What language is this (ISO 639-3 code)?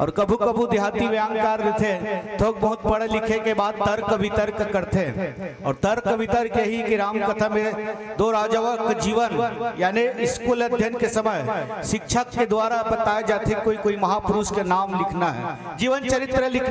hne